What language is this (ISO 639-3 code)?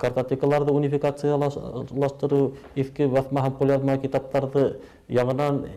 bak